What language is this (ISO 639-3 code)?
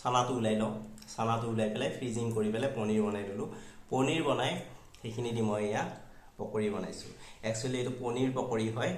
asm